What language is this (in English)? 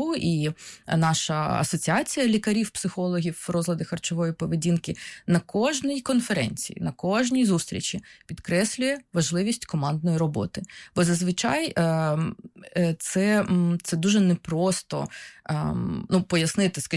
Ukrainian